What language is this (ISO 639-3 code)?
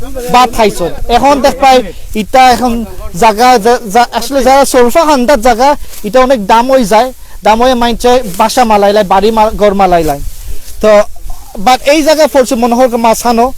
syl